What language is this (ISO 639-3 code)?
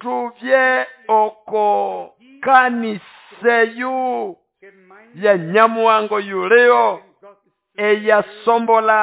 nnb